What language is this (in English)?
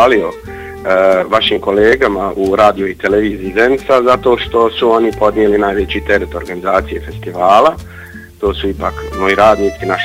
Bosnian